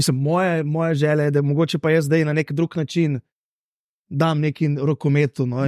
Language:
Slovenian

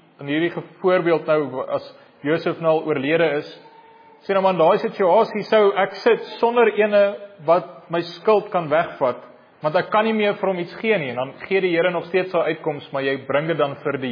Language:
Afrikaans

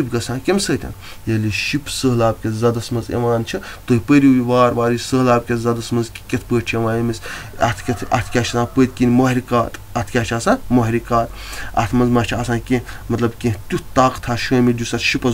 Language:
Kashmiri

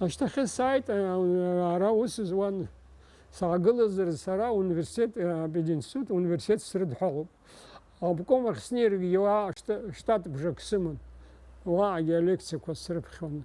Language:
Abkhazian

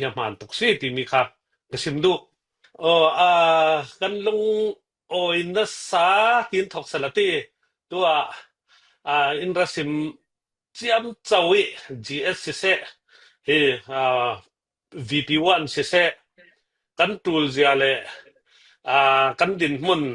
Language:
Falam Chin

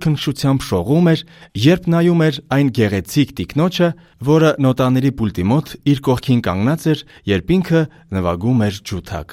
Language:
Armenian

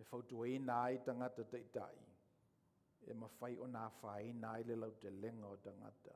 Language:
Samoan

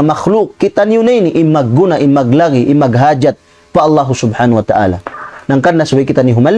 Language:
Tausug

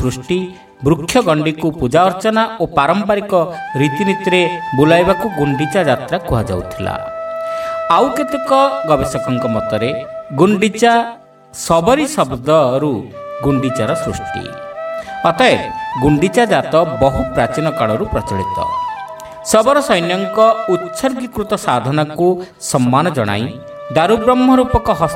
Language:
Odia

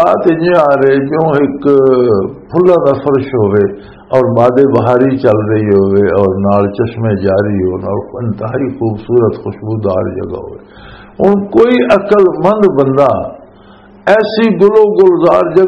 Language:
Western Panjabi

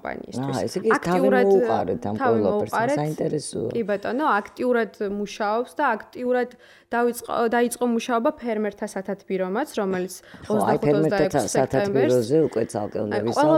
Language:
Georgian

